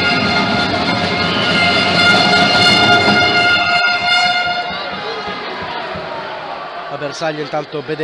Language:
Italian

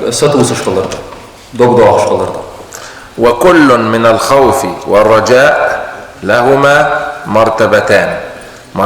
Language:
Ingush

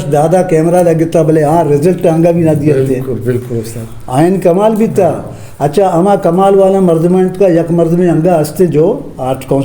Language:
Eastern Balochi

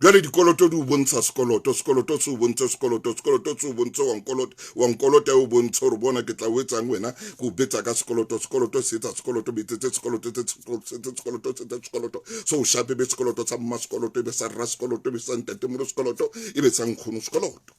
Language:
Southern Sotho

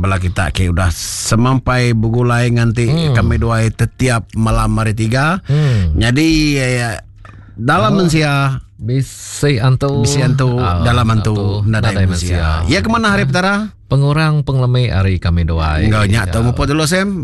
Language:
Iban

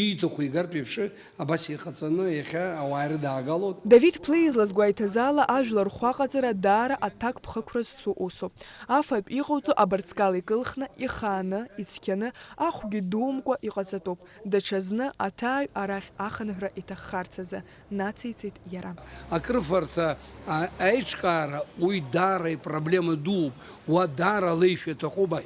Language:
Abkhazian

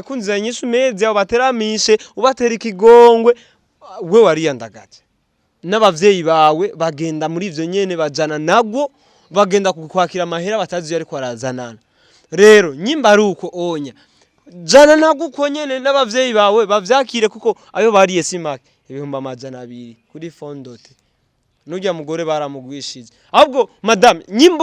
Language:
Rundi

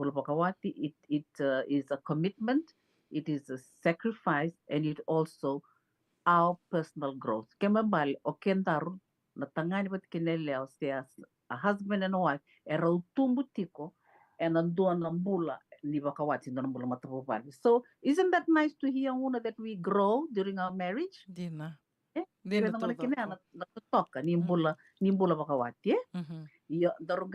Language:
Fijian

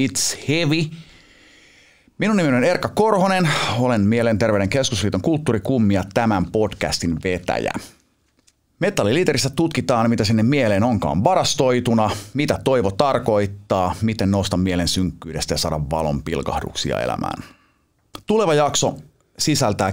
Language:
Finnish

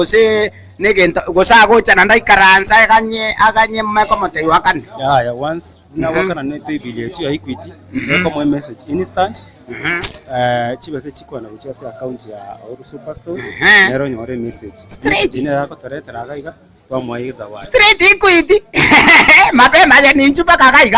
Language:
Gusii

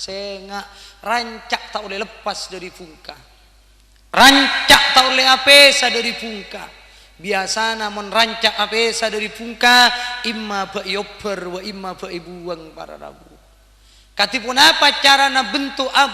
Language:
Madurese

